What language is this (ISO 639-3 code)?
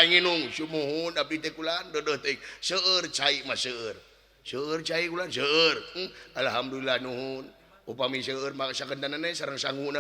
sun